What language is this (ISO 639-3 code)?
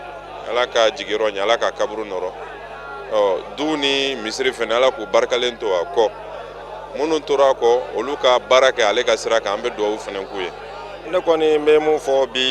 bam